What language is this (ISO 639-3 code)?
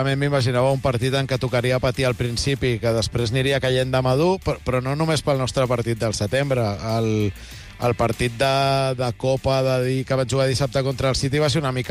cat